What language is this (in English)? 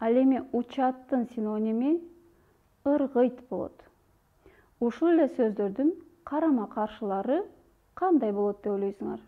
Kyrgyz